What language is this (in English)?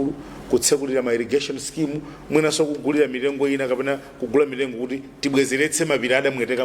Nyanja